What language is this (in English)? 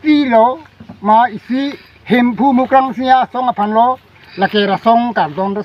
Karbi